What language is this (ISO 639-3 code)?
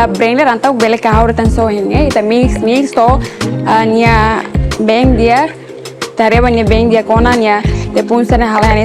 tet